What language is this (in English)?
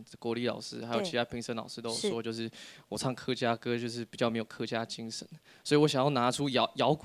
Chinese